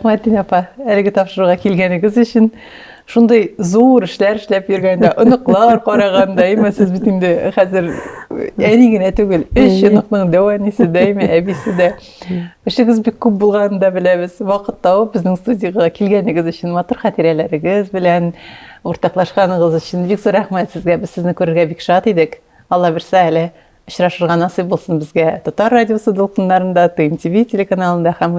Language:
Tatar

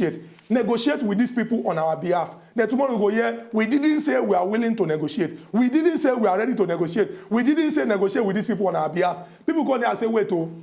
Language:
Nigerian Pidgin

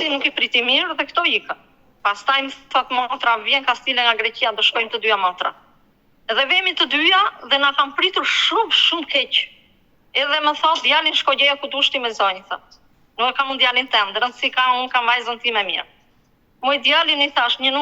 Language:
Albanian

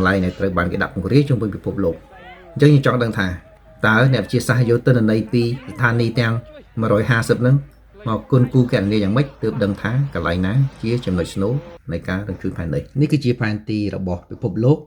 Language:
Khmer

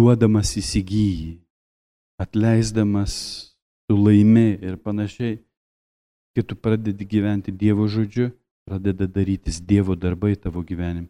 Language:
Lithuanian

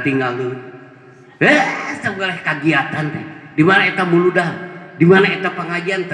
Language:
Sundanese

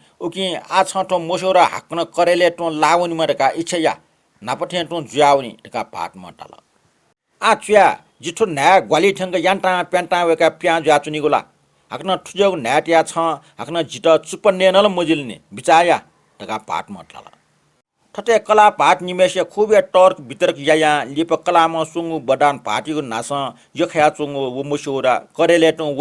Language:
Newari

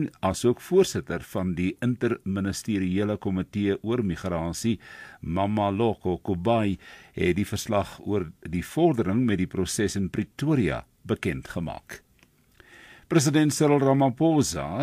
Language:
Afrikaans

